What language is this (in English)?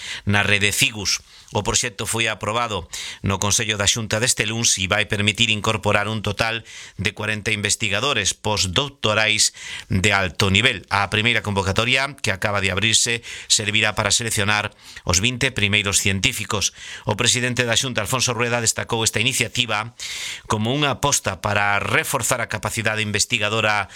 Galician